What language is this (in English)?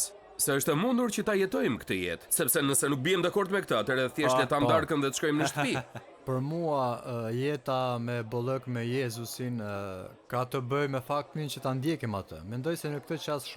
Albanian